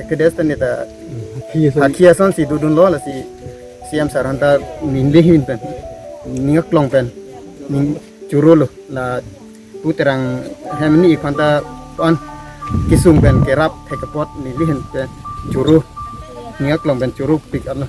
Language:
Karbi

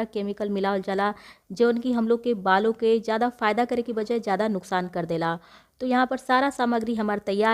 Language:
Bhojpuri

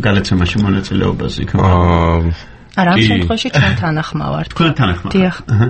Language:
Georgian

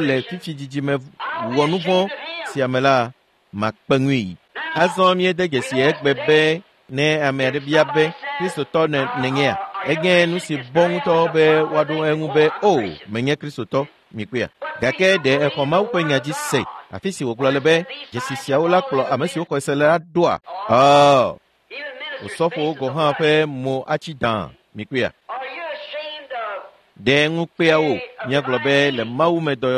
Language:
Ewe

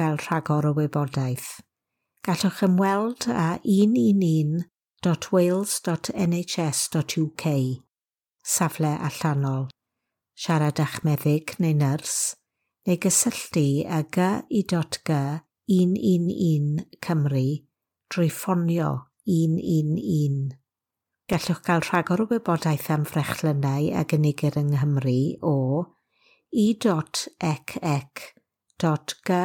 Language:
Welsh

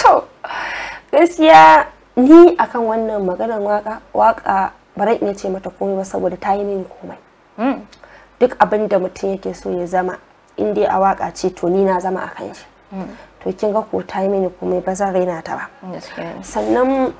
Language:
Hausa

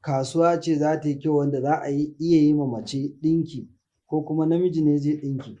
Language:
Hausa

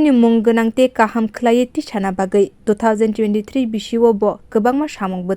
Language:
Kok Borok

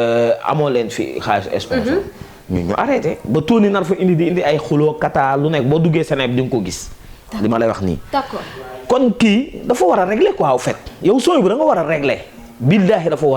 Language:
Wolof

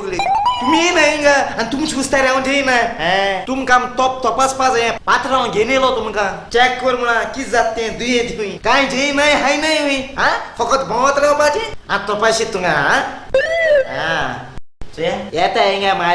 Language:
Konkani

